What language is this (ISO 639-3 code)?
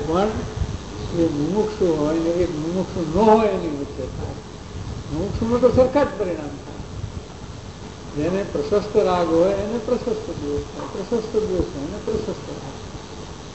guj